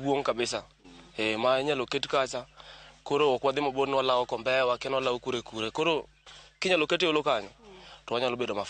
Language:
Luo (Kenya and Tanzania)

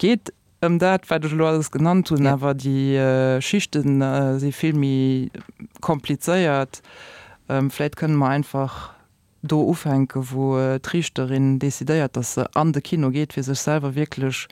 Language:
Luxembourgish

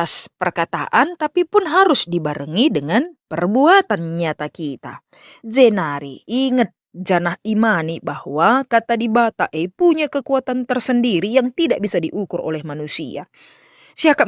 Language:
Batak Karo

